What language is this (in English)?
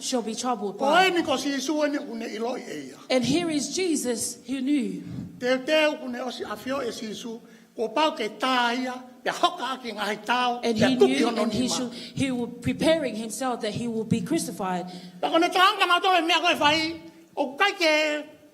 Tongan